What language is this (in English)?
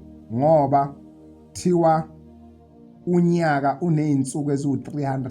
Zulu